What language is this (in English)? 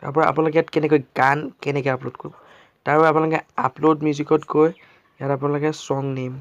Assamese